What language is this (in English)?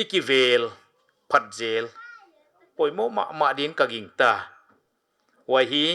Paite Chin